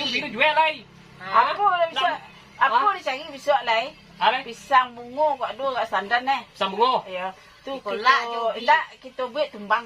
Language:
Minangkabau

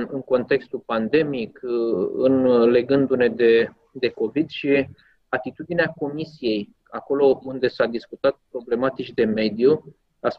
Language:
Romanian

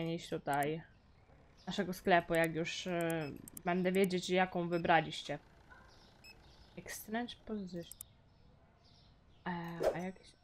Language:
Polish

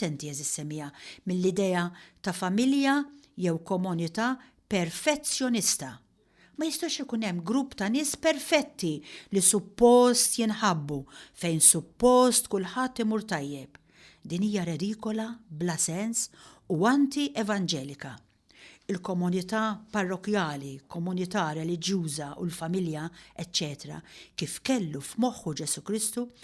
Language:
Maltese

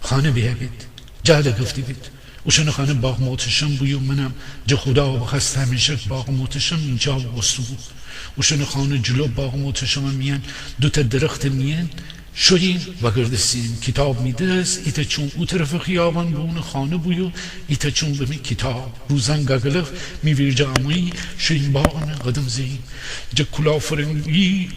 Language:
Gilaki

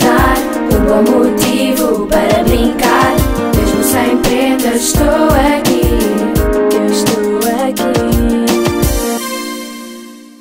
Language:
Portuguese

